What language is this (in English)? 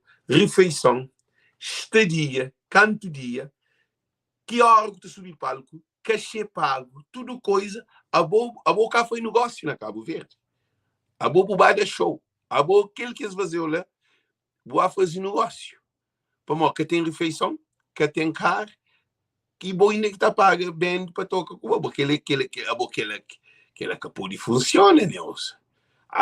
Kabuverdianu